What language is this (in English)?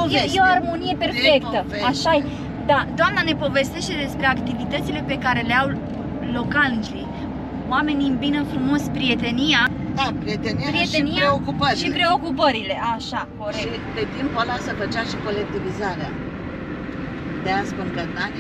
Romanian